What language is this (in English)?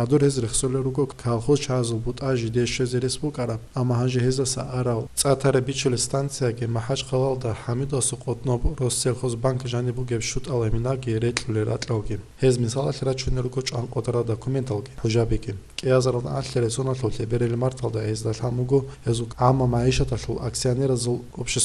Avaric